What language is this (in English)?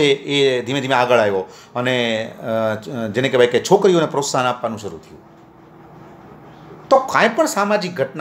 Gujarati